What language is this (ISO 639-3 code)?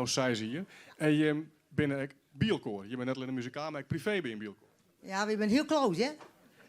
fry